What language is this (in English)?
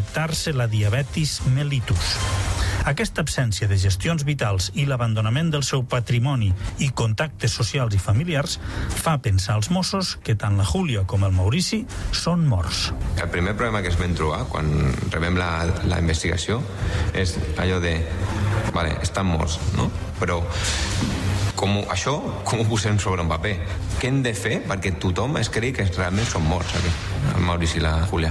Catalan